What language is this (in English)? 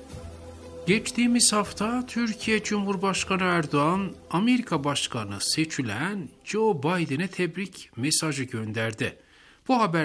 Turkish